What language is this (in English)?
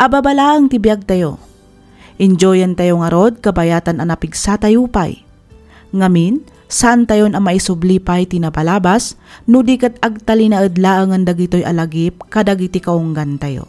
Iloko